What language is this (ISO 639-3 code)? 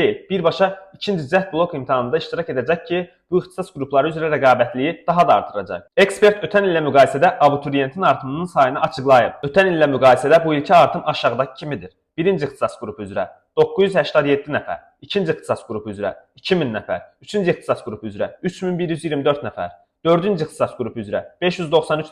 aze